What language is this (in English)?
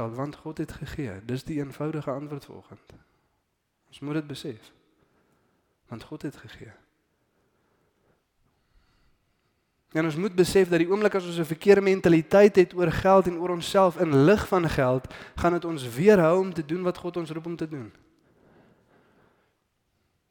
Afrikaans